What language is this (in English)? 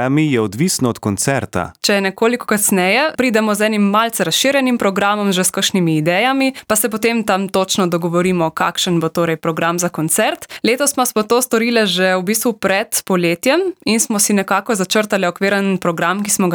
Slovenian